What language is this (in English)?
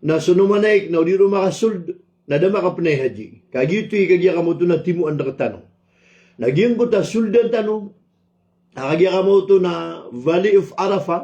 Maranao